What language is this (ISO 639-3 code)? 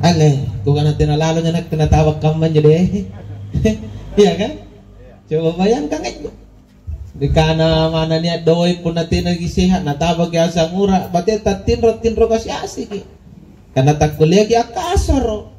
mak